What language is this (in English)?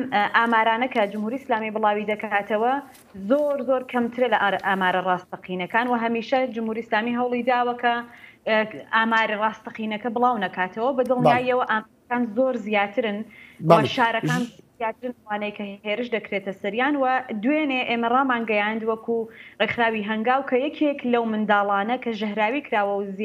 Central Kurdish